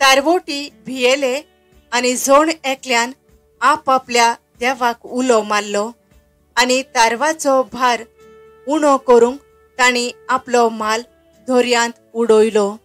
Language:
Konkani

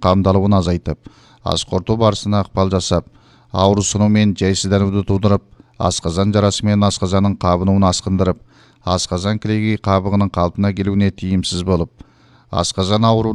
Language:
Kazakh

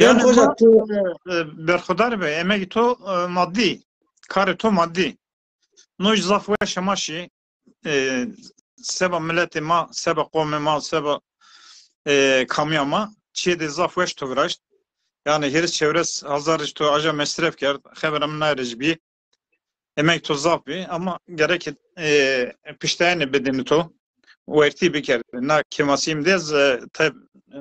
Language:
Zaza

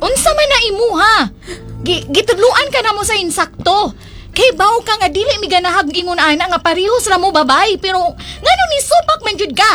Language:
Cebuano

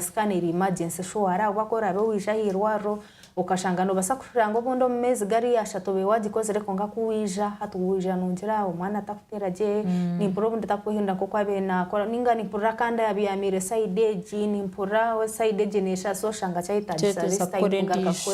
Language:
Nyankole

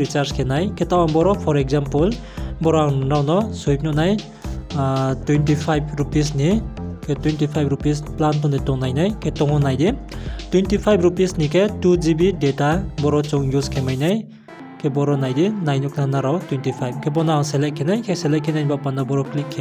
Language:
Riang (India)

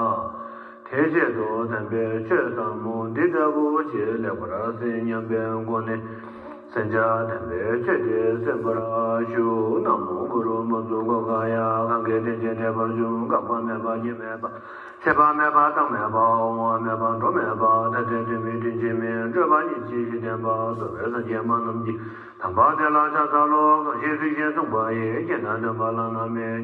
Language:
Tibetan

